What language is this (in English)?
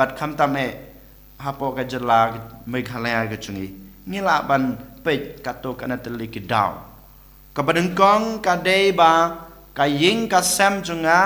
Khasi